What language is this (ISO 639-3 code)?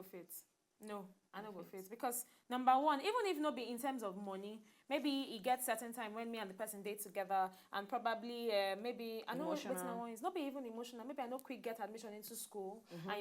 pcm